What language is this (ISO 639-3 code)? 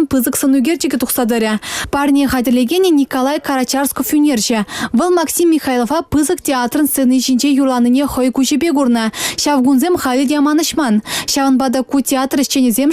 chv